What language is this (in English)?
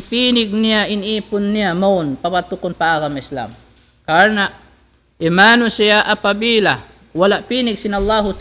Tausug